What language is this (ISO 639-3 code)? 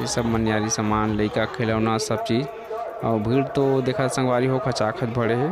hne